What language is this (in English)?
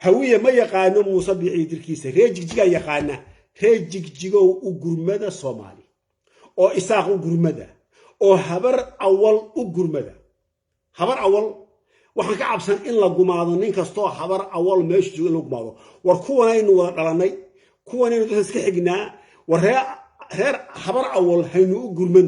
Somali